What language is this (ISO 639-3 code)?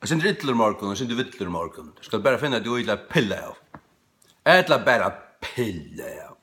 fao